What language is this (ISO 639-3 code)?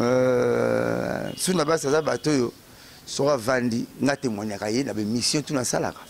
lin